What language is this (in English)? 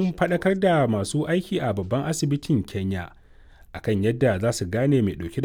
Hausa